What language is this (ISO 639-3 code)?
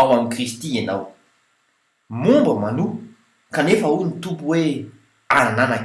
mlg